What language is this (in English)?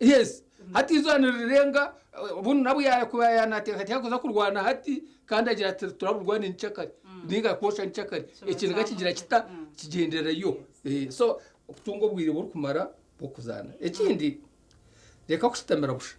Nyankole